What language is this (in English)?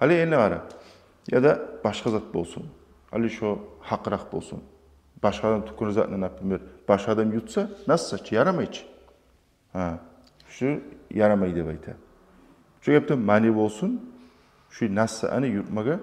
Kumyk